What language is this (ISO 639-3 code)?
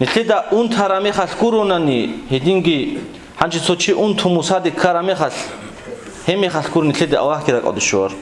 ava